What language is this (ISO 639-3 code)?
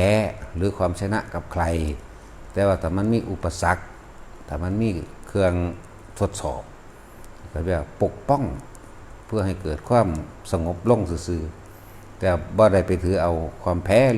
tts